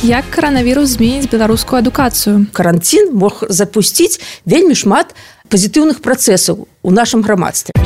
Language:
Belarusian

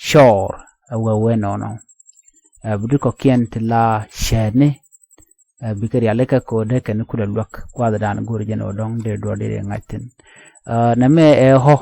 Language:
Nuer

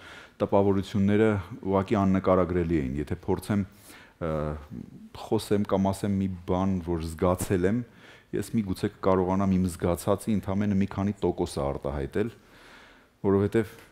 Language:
Armenian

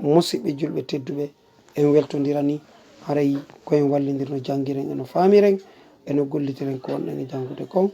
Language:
Fula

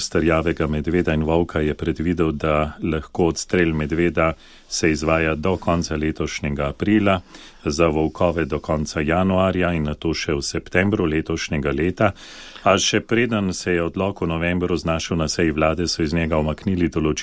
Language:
Slovenian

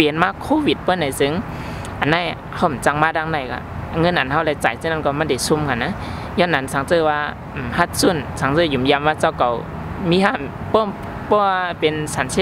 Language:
Shan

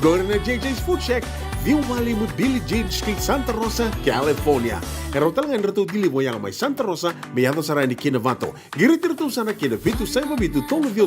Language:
Fijian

